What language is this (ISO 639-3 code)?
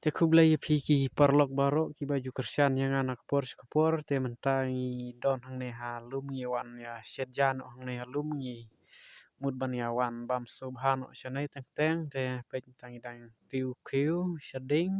kha